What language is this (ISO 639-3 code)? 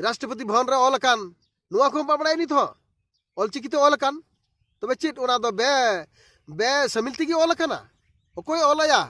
sat